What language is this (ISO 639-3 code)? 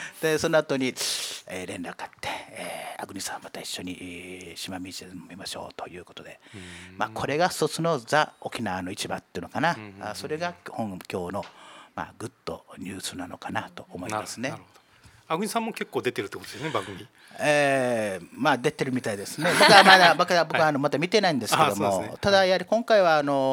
jpn